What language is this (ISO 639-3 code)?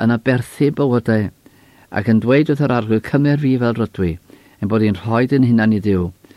cym